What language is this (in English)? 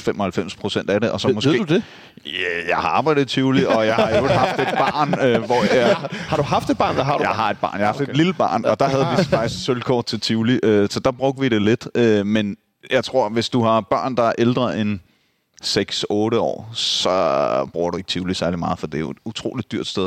Danish